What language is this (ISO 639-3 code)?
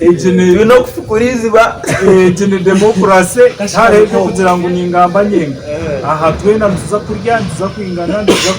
nyn